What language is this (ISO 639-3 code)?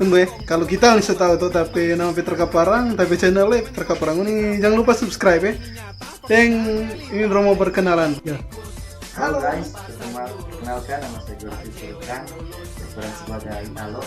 xmm